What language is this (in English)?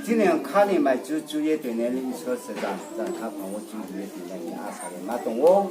Riang (India)